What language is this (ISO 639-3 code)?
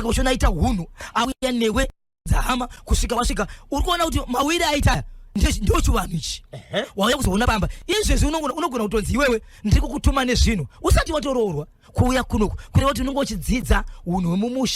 sna